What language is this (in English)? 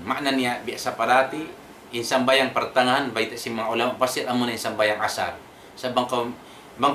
Tausug